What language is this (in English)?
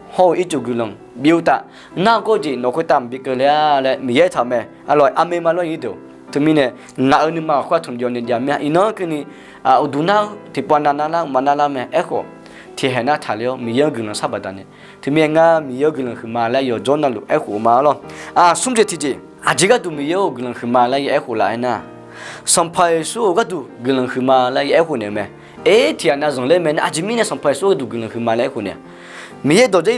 Akha